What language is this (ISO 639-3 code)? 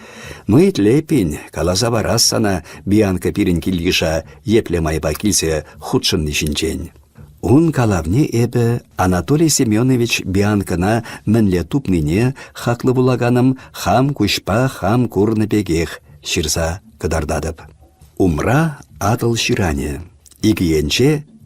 chv